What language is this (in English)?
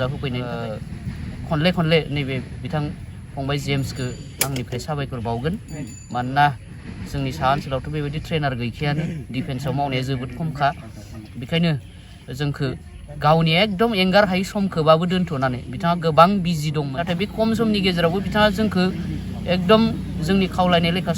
Bodo